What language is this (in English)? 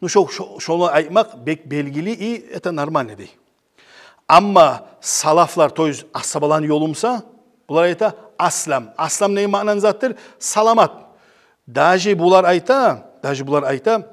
Kumyk